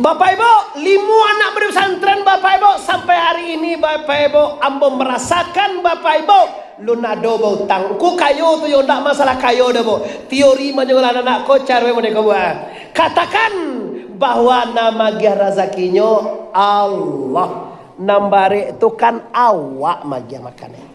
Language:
Minangkabau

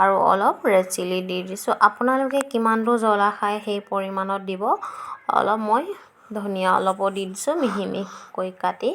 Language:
Assamese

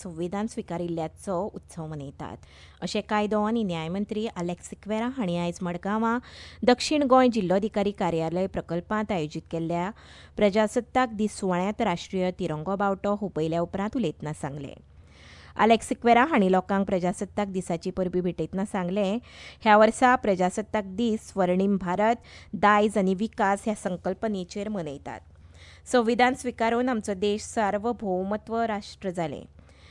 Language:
Konkani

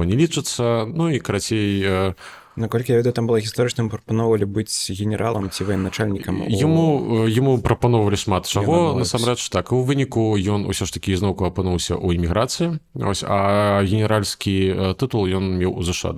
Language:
Belarusian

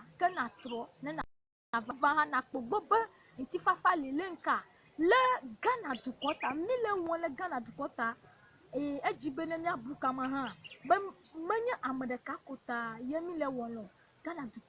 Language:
Ewe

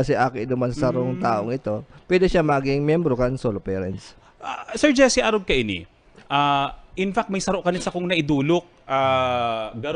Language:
Bikol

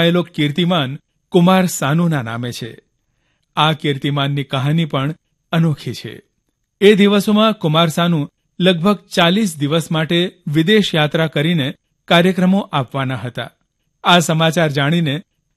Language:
Gujarati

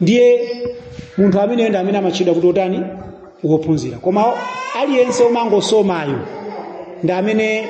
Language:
Nyanja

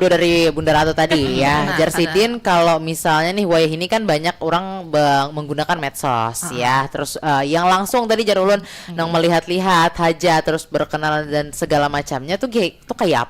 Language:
Banjar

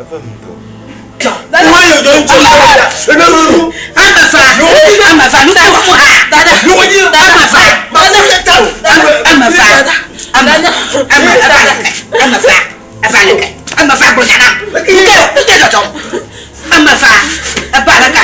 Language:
Ewe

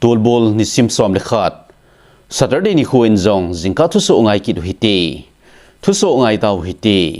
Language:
Thado Chin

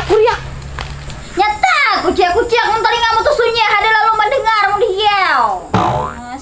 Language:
Banjar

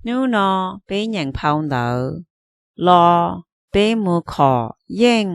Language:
Hmong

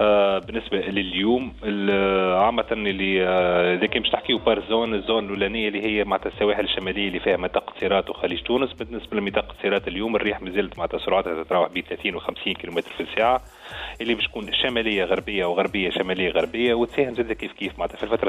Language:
Tunisian Arabic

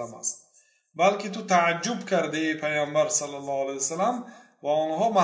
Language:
Persian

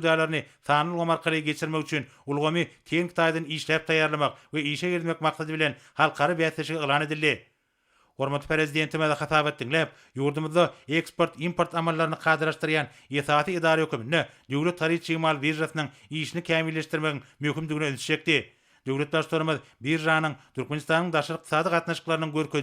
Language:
Turkmen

